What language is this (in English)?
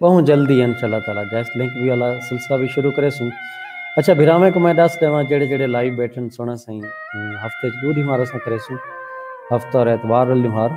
Saraiki